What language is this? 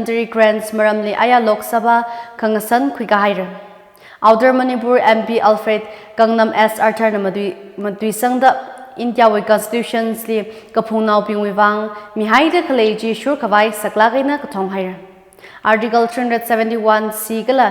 Tangkhul Naga (India)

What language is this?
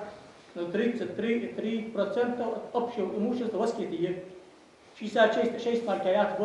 Ingush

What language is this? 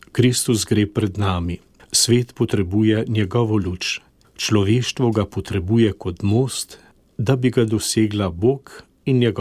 Slovenian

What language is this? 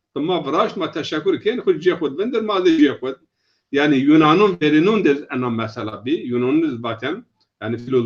Zaza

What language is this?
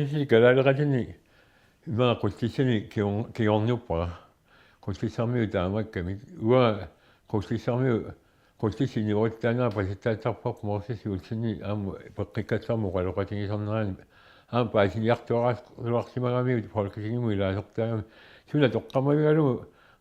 Kalaallisut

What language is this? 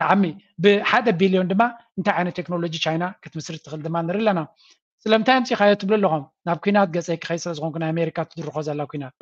Tigrinya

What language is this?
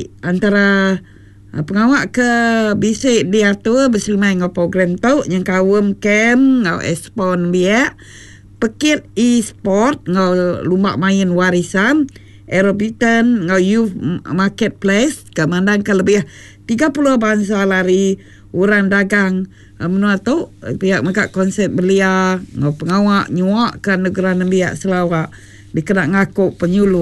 Iban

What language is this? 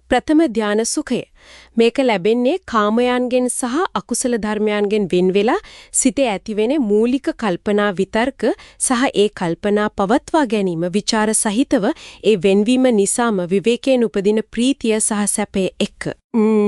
Sinhala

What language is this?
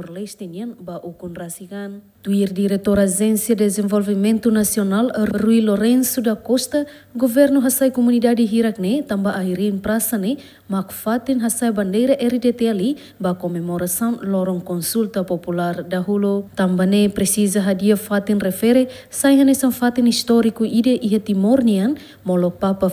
Tetum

